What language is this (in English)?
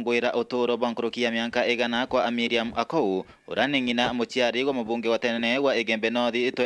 Meru